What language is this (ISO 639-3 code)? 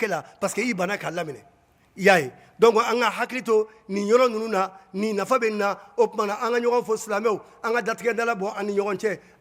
bam